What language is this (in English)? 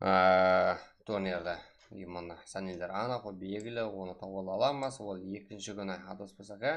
Kara-Kalpak